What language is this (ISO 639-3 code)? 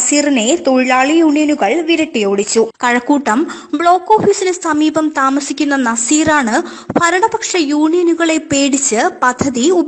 mal